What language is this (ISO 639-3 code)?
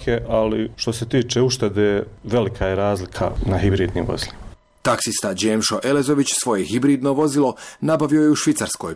bos